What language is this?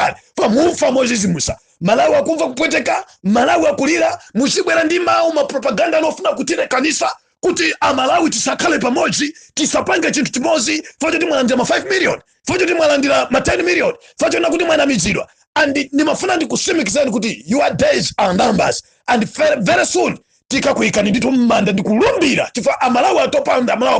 Nyanja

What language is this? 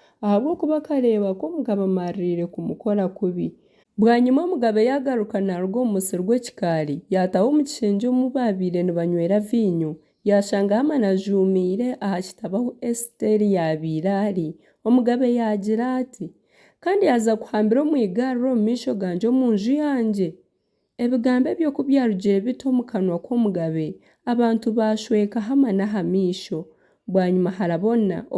Nyankole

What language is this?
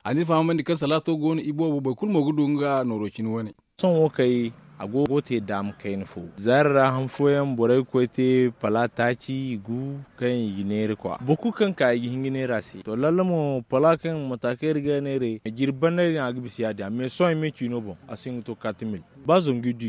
Zarma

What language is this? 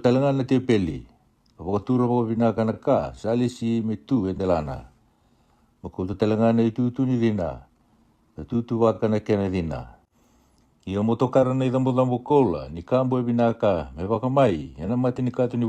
Fijian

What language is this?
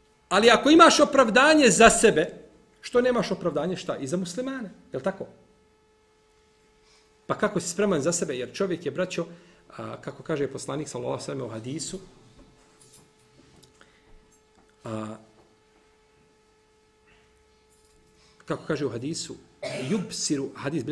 Bosnian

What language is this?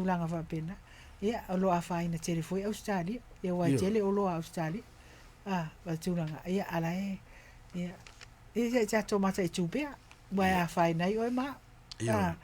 Samoan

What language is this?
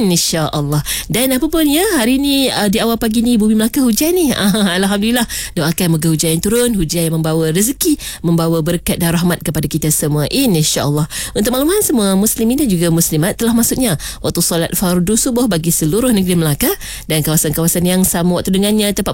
Malay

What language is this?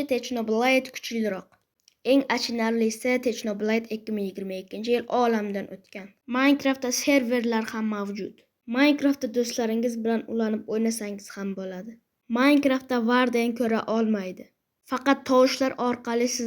Uzbek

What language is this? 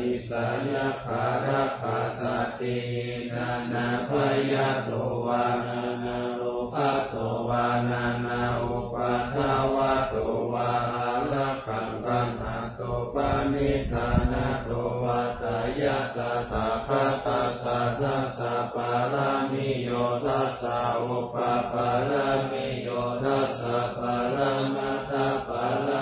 Pali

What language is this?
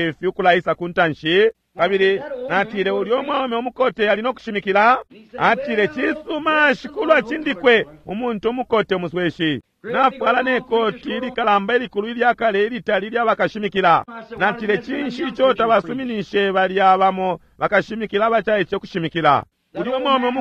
Bemba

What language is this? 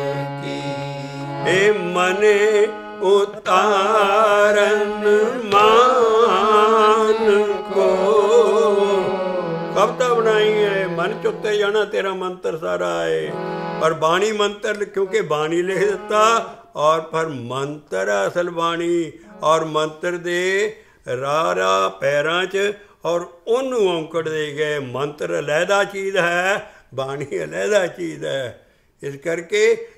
Punjabi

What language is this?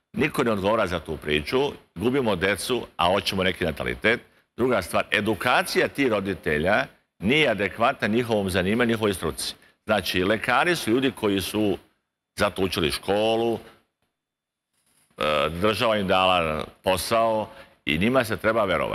Serbian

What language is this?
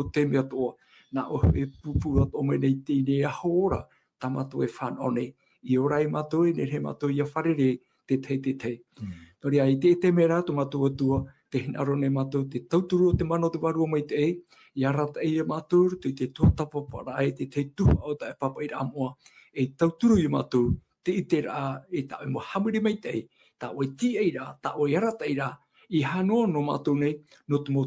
Tahitian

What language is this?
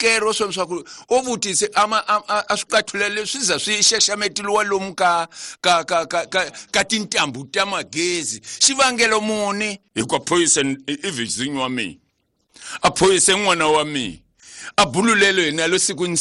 Tsonga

